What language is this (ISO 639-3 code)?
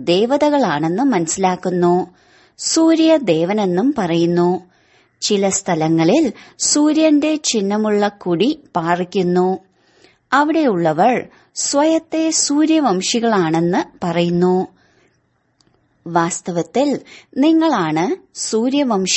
mal